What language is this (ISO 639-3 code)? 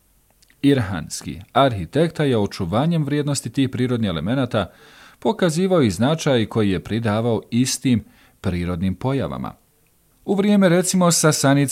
bos